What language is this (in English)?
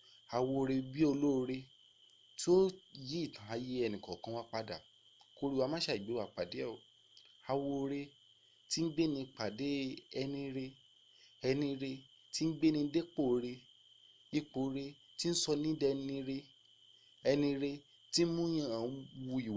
Yoruba